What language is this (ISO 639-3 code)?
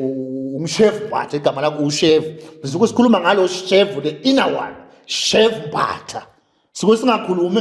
zul